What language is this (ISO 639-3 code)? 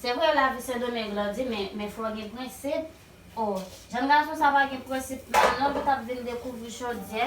hat